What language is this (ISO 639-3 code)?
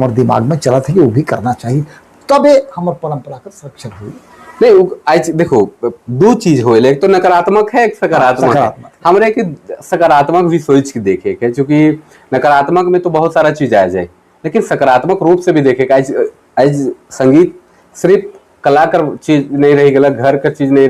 sck